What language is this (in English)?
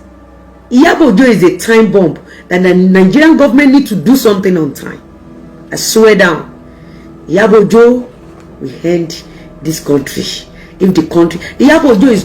Yoruba